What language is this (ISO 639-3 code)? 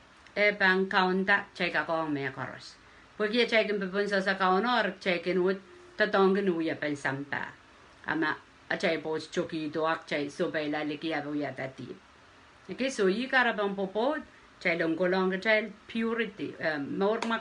pon